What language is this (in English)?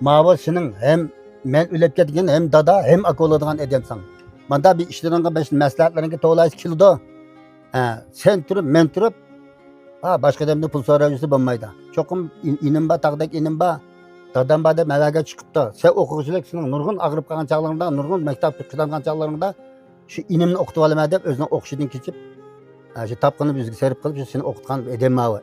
Uyghur